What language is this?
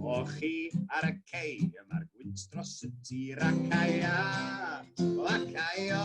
Welsh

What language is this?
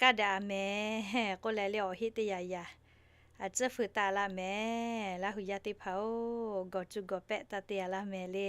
Lahu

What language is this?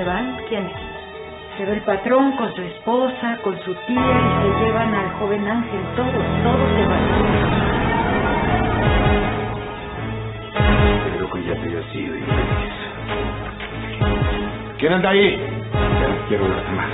Spanish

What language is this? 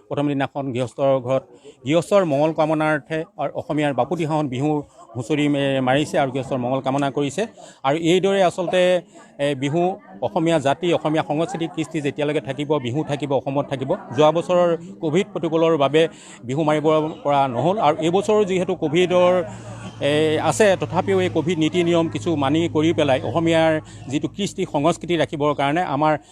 Assamese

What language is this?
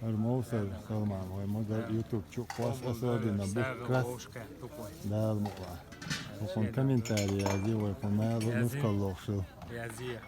Chechen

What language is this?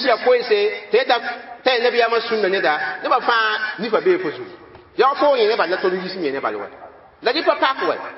Mossi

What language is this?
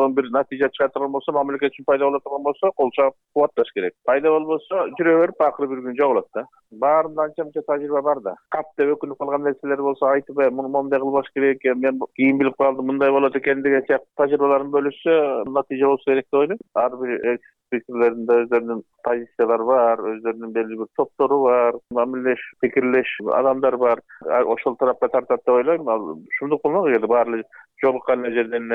Kyrgyz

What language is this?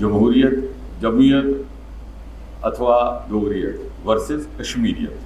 Dogri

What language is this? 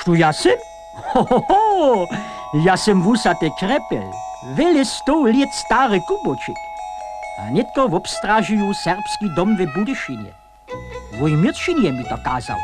Upper Sorbian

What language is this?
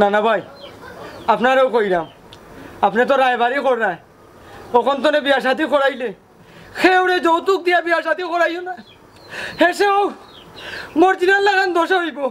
Sylheti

